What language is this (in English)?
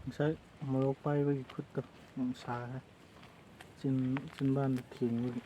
Manipuri